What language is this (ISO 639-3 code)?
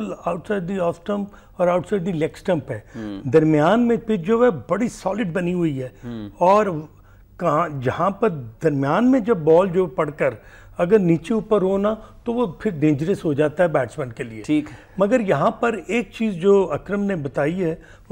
urd